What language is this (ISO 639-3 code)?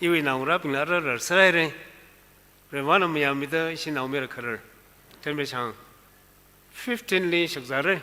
nmf